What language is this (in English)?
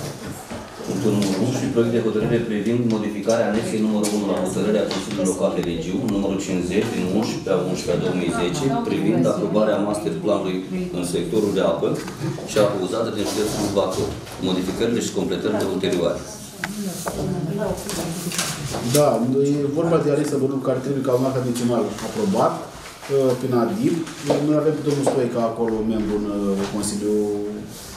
Romanian